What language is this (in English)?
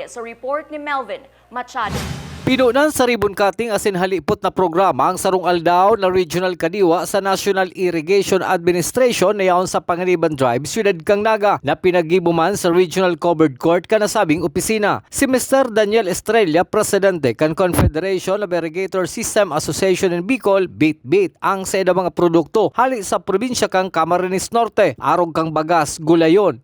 Bikol